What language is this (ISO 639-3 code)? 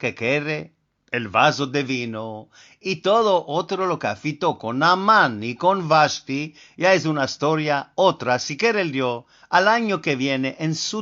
lad